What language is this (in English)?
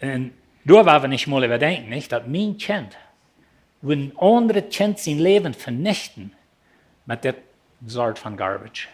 Plautdietsch